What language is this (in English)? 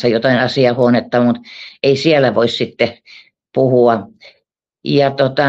Finnish